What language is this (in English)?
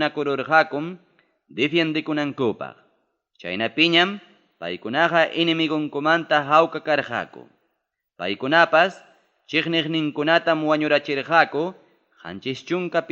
Ayacucho Quechua